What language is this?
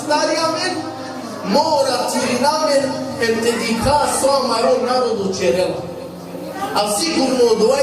Balkan Romani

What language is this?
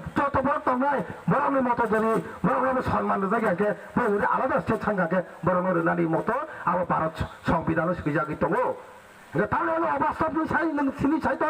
Kok Borok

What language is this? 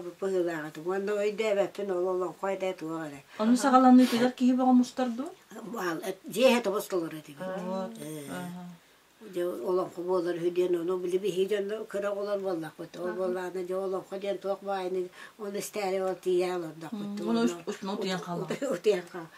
Yakut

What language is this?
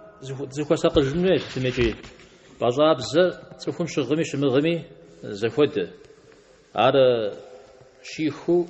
Kabardian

